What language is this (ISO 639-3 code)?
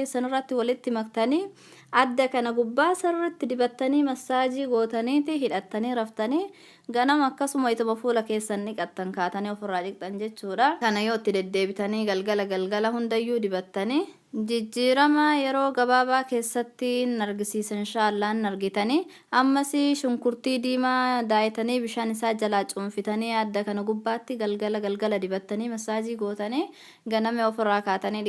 orm